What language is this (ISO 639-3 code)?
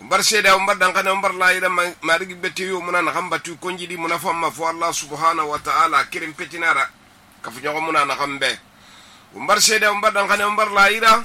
sus